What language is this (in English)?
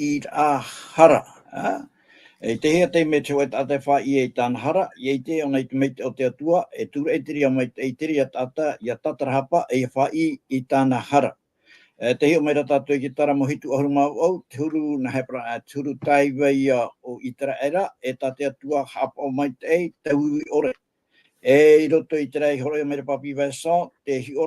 Tahitian